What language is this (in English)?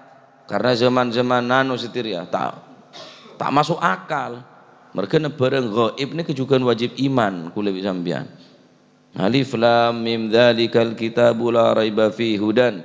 Madurese